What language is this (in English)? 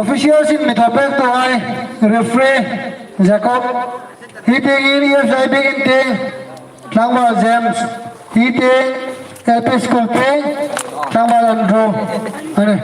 Hmar